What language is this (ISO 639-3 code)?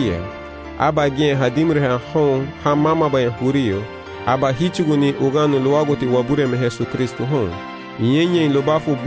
cab